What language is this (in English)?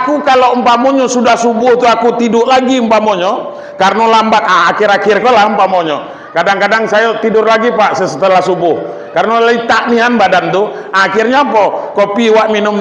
Minangkabau